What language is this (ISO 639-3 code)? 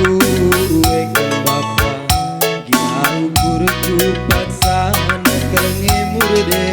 btx